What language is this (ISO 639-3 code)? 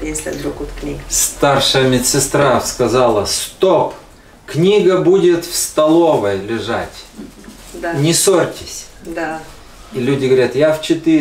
rus